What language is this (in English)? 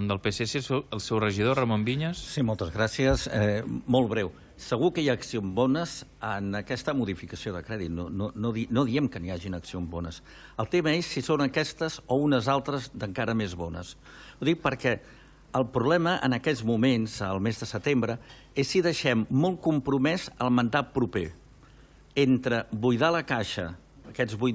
Catalan